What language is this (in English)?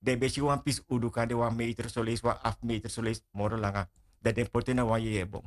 Sranan Tongo